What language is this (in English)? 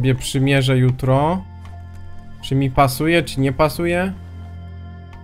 Polish